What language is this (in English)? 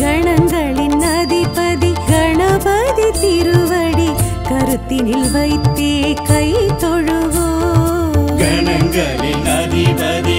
Tamil